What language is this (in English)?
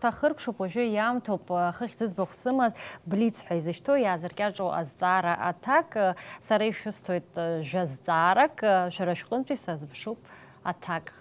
Abkhazian